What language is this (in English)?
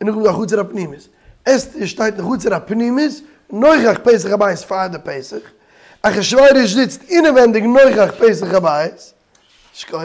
Yiddish